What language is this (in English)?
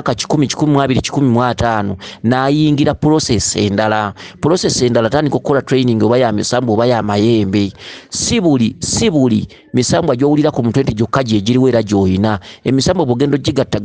Ganda